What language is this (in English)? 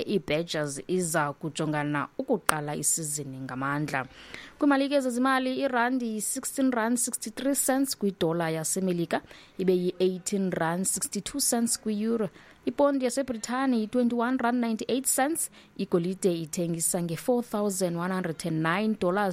Xhosa